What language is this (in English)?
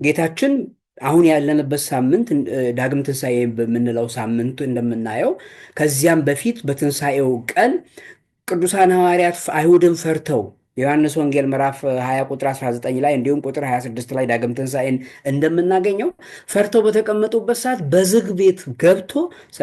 Amharic